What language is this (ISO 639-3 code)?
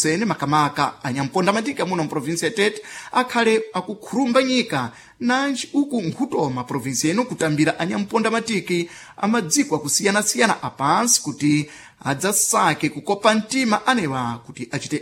seh